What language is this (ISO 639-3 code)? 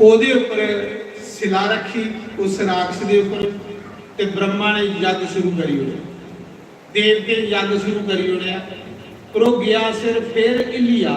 doi